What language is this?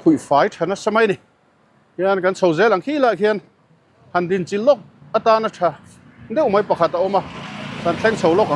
Mizo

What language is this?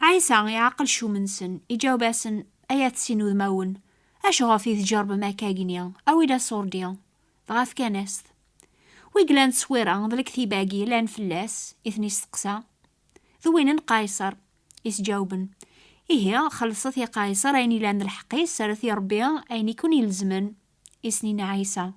Kabyle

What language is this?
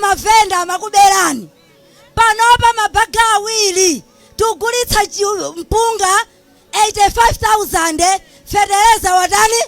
Nyanja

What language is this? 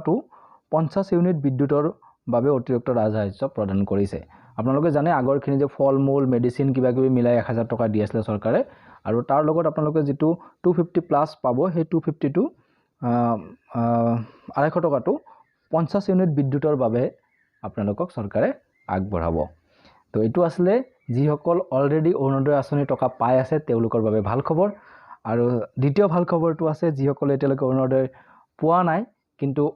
Assamese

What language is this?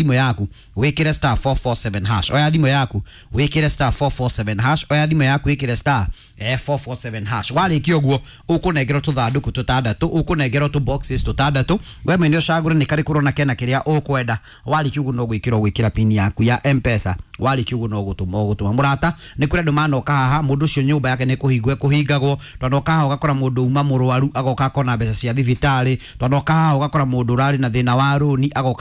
Kikuyu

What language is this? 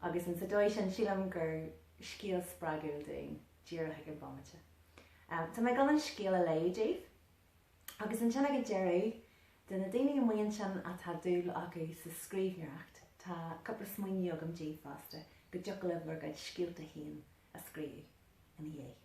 Irish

